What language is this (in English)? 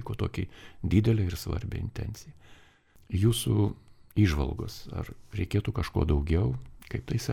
Lithuanian